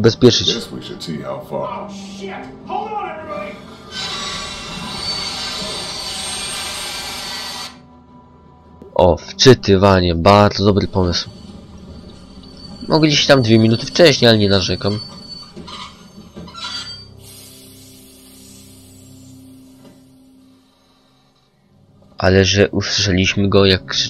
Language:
Polish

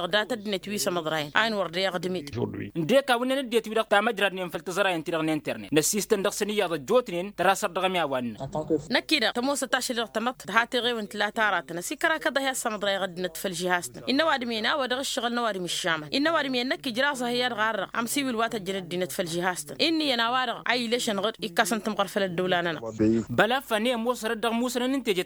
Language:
Tamasheq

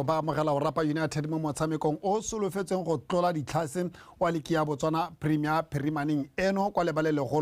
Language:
Tswana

